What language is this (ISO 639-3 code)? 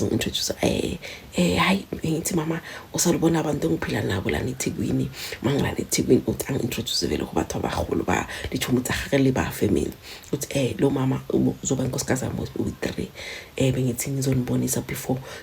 zul